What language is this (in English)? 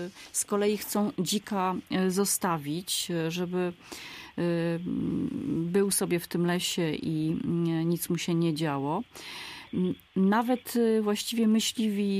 Polish